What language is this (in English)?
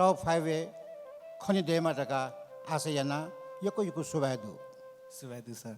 Newari